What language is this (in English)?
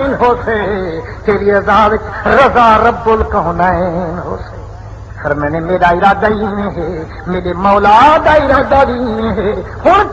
Saraiki